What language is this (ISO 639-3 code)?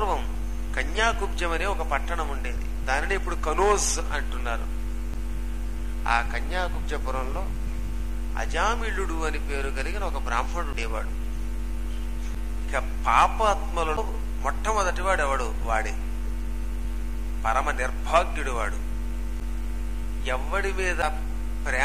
tel